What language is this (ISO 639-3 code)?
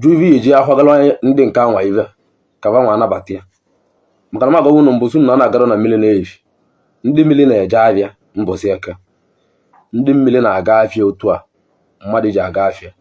ibo